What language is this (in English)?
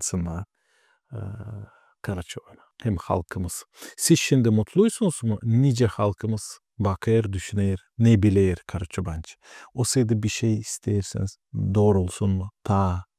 Gagauz